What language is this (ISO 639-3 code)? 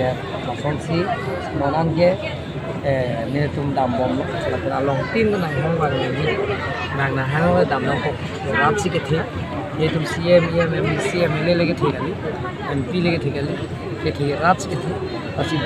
mjw